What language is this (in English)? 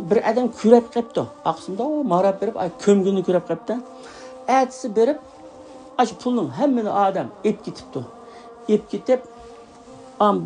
Uyghur